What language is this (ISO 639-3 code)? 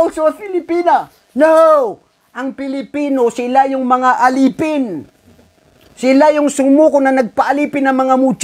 mrw